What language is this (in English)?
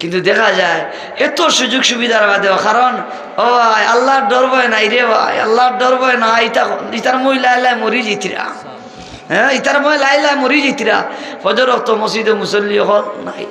Sylheti